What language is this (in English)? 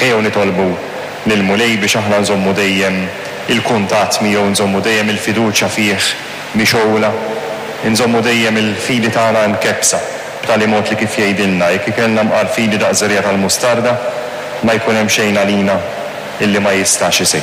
Maltese